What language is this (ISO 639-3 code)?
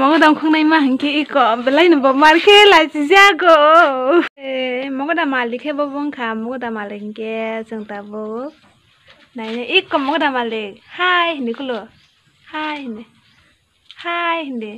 trp